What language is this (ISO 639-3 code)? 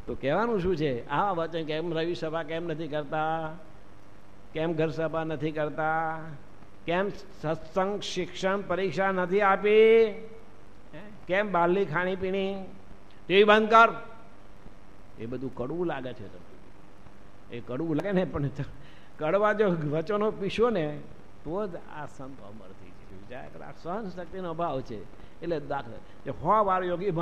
guj